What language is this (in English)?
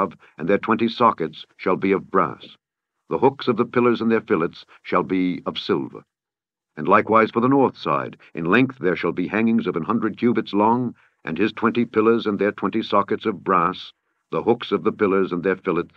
English